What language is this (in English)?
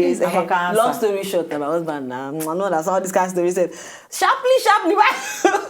Nigerian Pidgin